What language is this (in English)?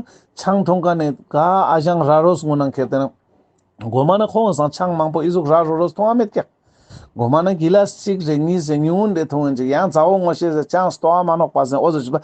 Ladakhi